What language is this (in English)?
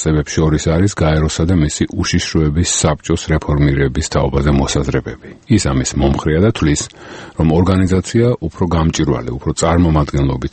Georgian